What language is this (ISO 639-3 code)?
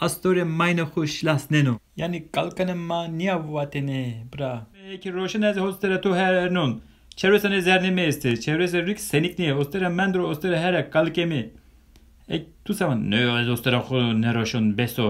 zza